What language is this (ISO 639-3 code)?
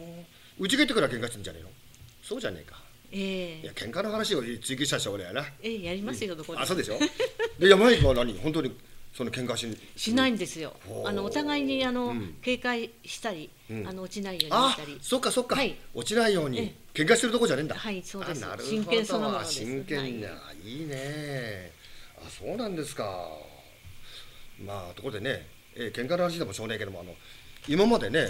jpn